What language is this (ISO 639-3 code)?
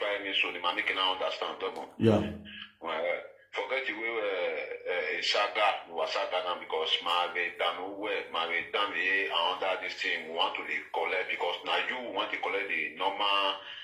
pcm